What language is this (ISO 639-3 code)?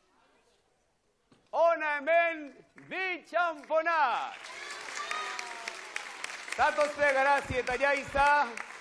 eus